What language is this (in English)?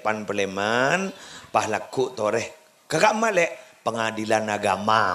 Madurese